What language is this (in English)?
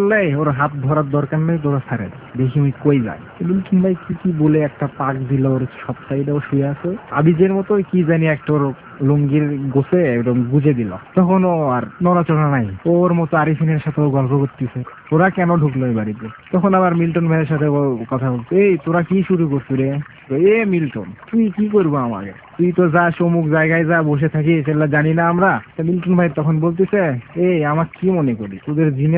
Bangla